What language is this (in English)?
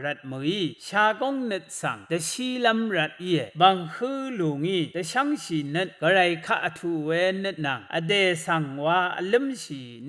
Rawang